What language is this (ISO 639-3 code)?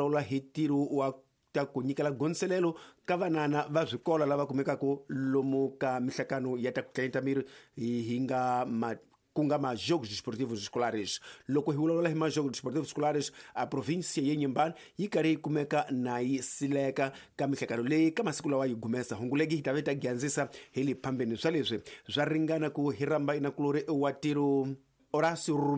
tso